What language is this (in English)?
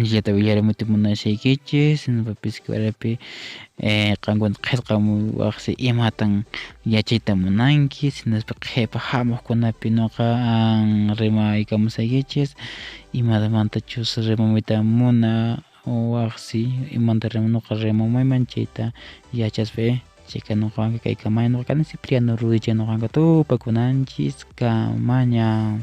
Quechua